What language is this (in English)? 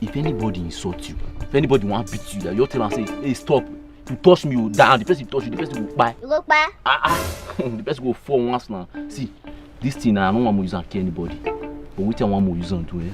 Nigerian Pidgin